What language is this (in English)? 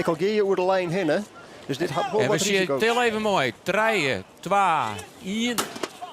Western Frisian